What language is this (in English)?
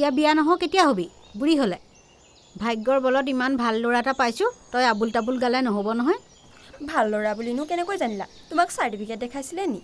Assamese